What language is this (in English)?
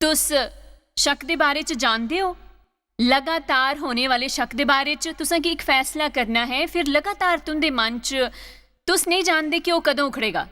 Dogri